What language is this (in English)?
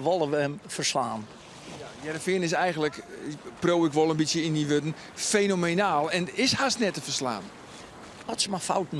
Western Frisian